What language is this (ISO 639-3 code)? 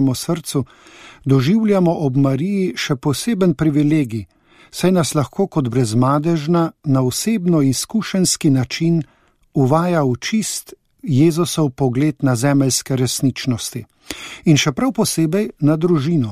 slv